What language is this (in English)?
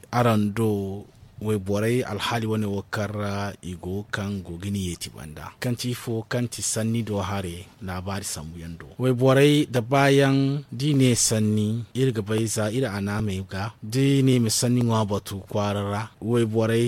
Zarma